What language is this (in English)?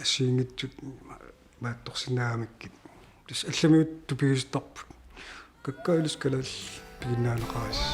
Kalaallisut